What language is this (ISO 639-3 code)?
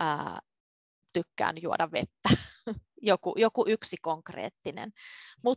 fin